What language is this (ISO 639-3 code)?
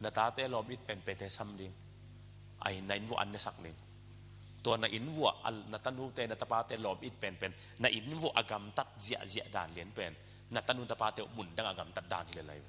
ctd